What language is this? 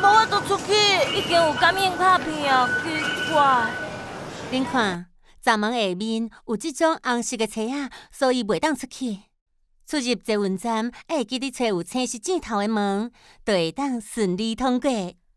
Min Nan Chinese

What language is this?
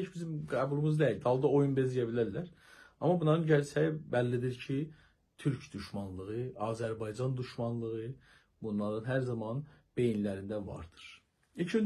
South Azerbaijani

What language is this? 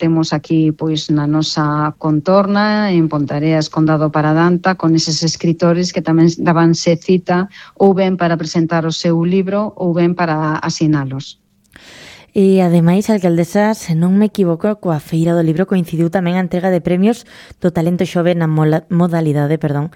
Galician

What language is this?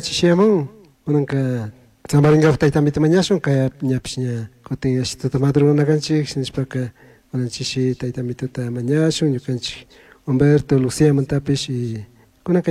Chimborazo Highland Quichua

